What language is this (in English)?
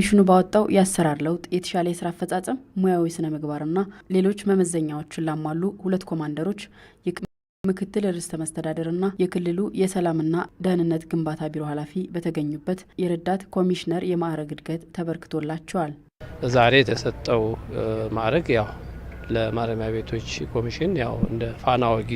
Amharic